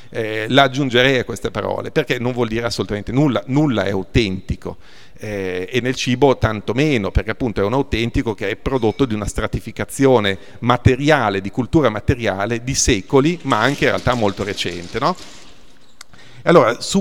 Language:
Italian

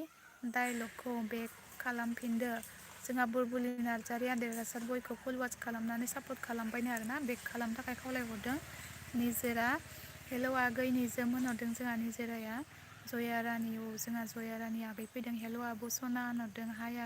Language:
Bodo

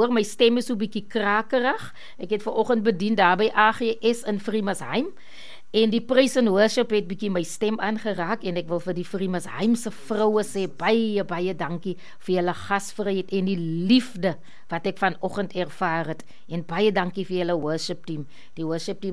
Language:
Afrikaans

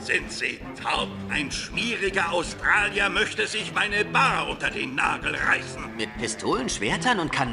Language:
German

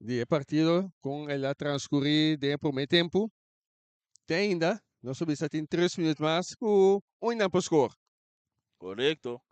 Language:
Papiamento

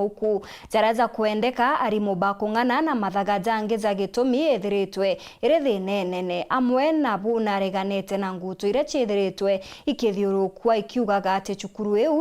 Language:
Meru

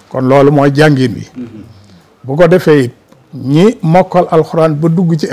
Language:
Wolof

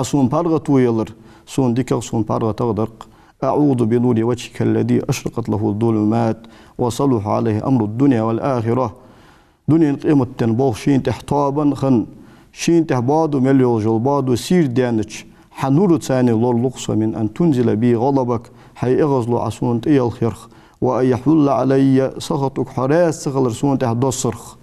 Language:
Ingush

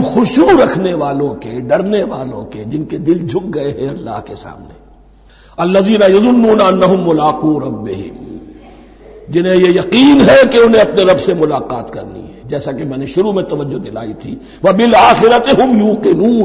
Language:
Urdu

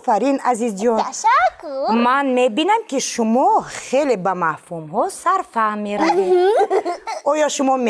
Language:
Tajik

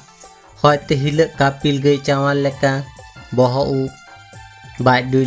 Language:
Santali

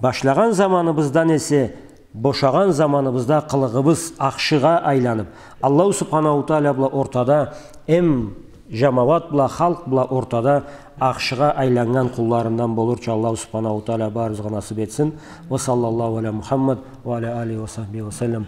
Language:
Karachay-Balkar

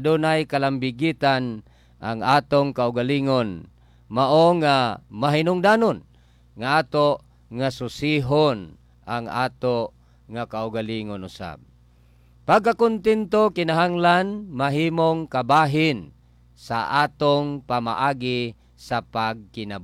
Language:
Cebuano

